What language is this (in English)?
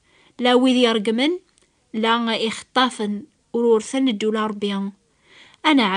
Kabyle